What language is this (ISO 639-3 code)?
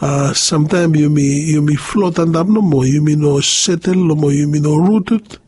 bis